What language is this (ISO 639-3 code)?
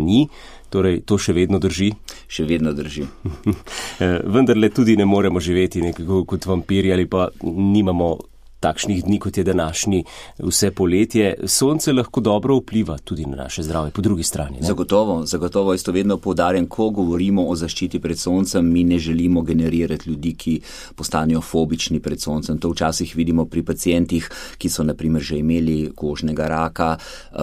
slv